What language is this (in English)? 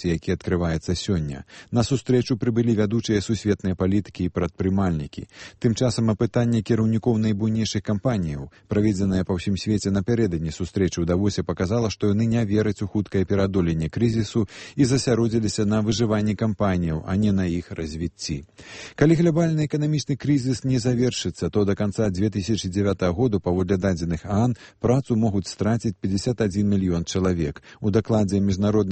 Belarusian